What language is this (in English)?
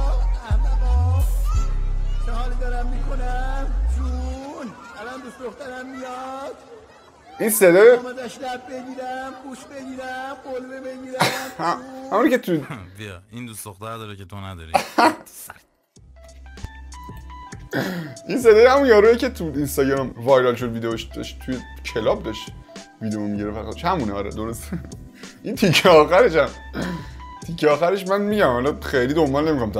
Persian